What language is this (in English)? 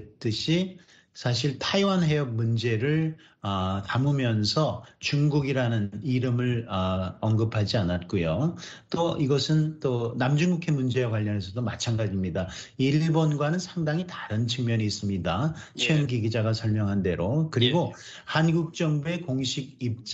Korean